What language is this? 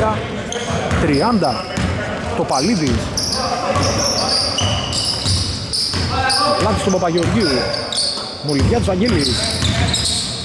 Greek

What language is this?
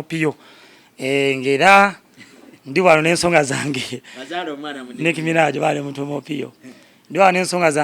Ganda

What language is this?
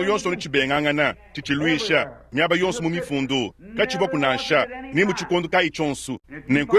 Luba-Lulua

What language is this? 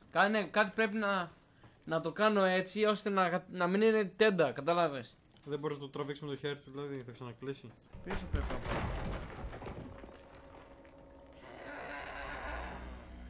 Greek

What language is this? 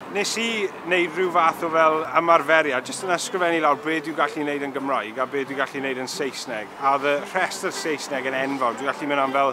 Welsh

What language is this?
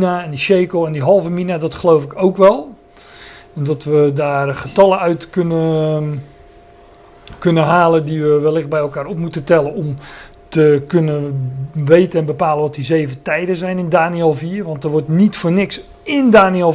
Dutch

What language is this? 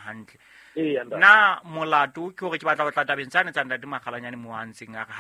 Southern Sotho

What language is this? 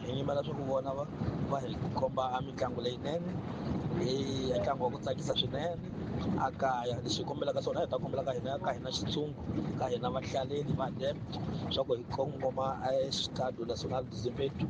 Tsonga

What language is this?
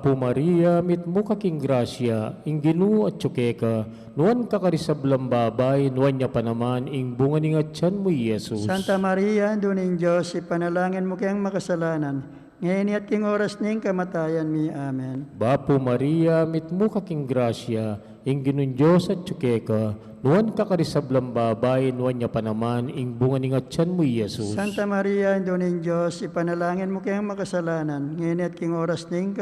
Pampanga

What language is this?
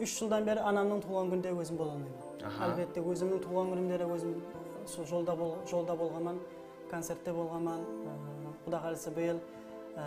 Kara-Kalpak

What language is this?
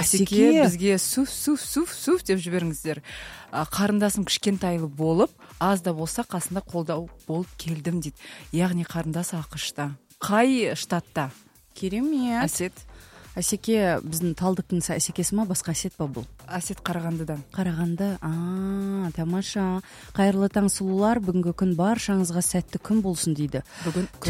Kazakh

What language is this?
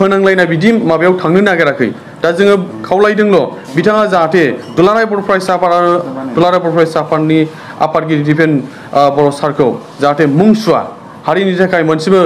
Bodo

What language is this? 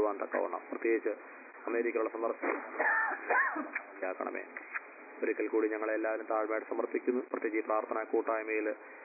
Malayalam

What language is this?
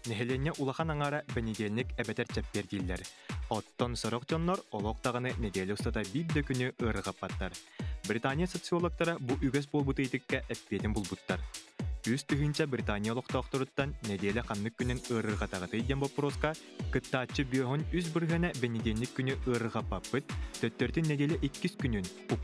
Yakut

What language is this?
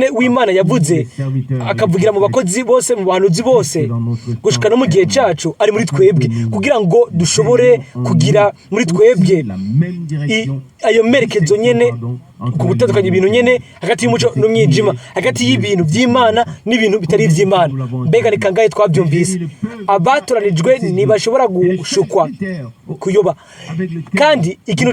Rundi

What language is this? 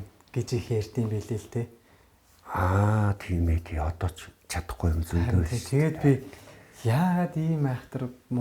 Mongolian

